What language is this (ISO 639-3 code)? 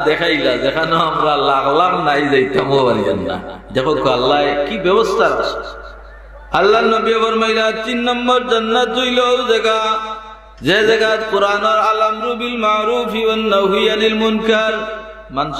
syl